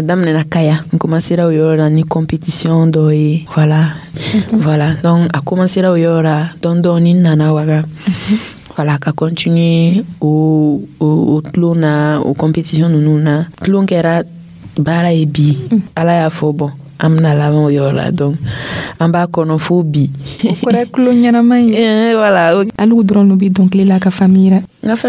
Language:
Dyula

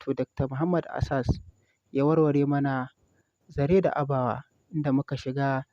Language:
Hausa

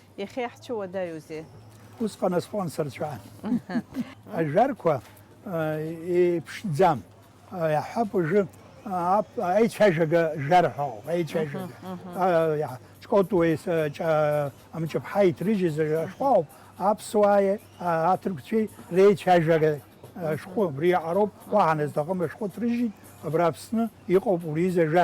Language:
Abkhazian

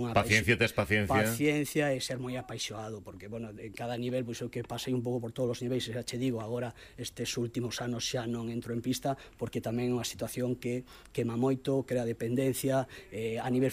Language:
Galician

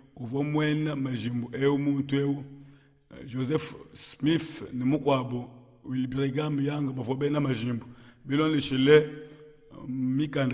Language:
Luba-Lulua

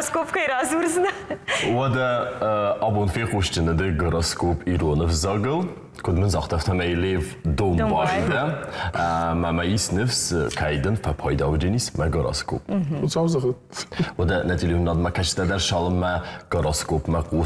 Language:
Ossetic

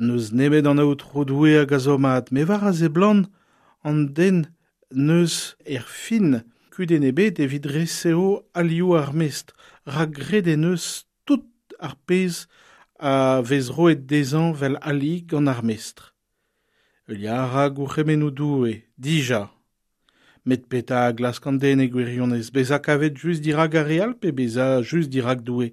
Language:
Breton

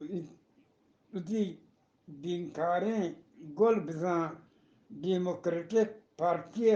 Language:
Eastern Balochi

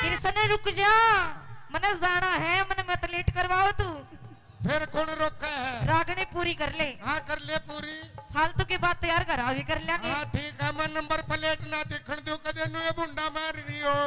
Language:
Haryanvi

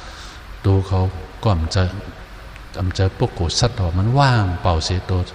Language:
Shan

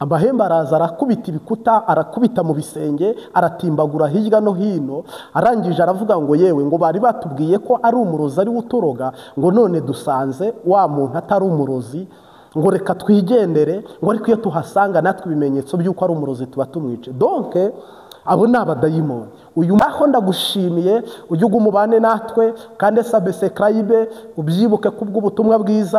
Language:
Kinyarwanda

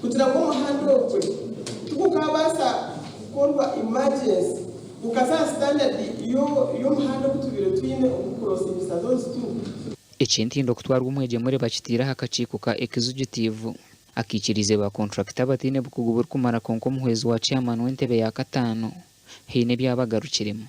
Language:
Nyankole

